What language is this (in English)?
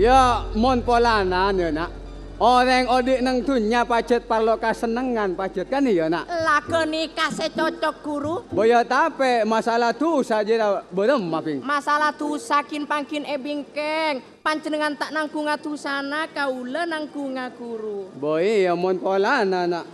Madurese